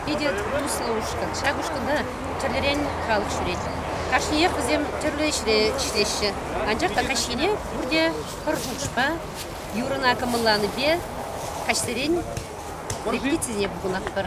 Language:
Chuvash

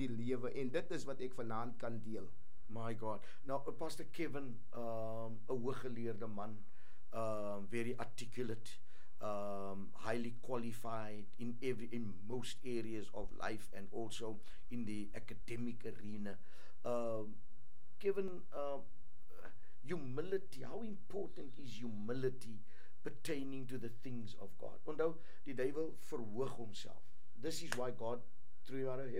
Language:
Afrikaans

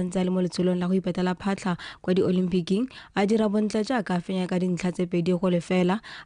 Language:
Tswana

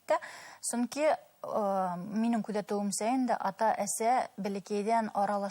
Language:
Bashkir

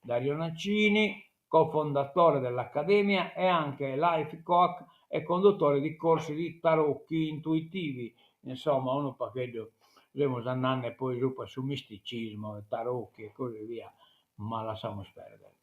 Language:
Sardinian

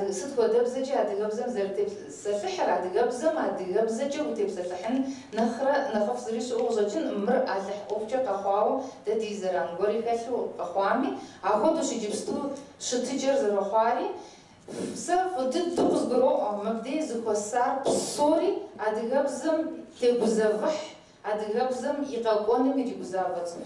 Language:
Kabardian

